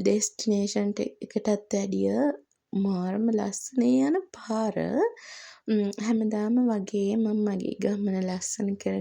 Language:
Sinhala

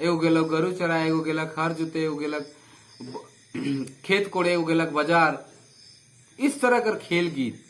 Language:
Sadri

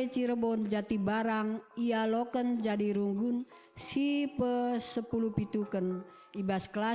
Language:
Batak Karo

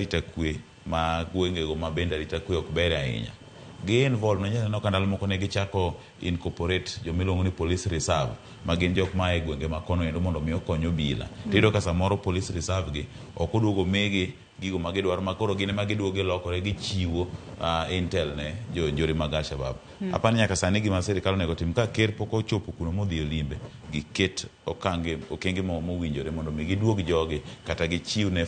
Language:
Luo (Kenya and Tanzania)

